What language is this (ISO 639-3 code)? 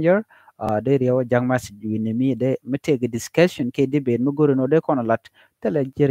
nus